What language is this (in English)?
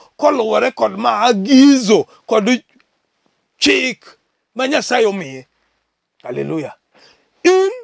Luo (Kenya and Tanzania)